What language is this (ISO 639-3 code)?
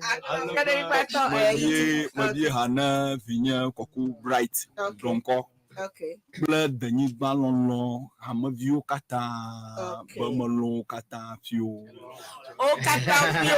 ewe